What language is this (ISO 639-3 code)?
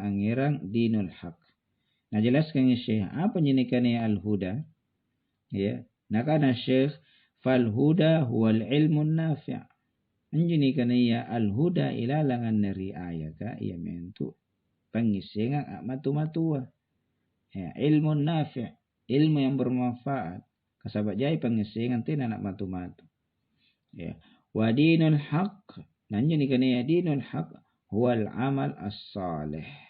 mak